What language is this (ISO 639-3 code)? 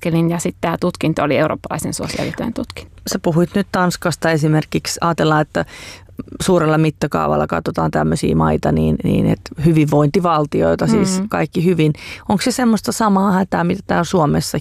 fin